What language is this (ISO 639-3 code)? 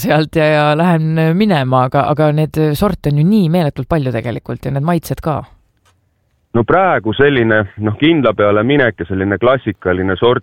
est